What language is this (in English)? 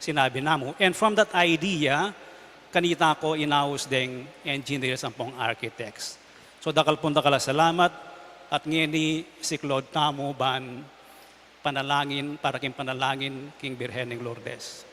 Pampanga